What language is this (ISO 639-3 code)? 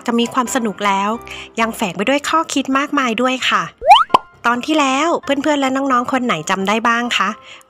tha